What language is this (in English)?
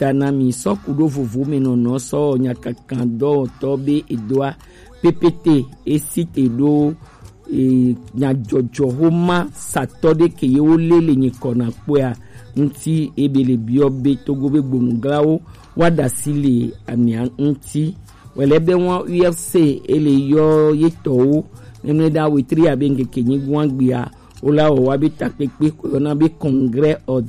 Gen